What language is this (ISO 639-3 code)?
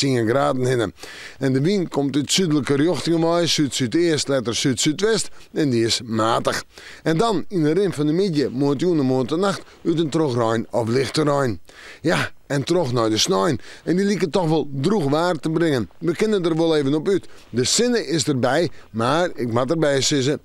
fry